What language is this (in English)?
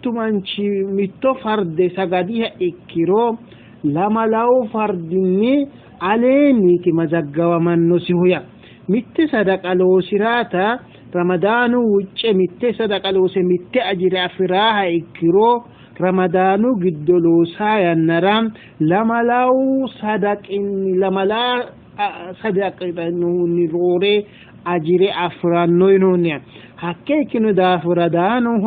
Sidamo